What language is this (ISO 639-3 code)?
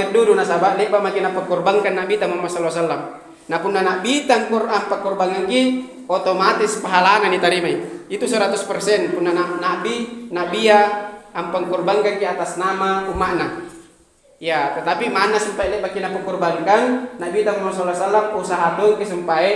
mak